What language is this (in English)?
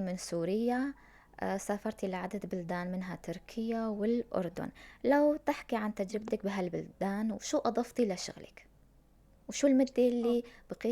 North Levantine Arabic